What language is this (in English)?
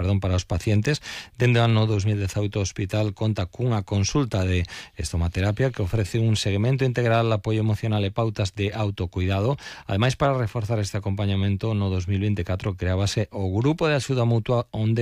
Galician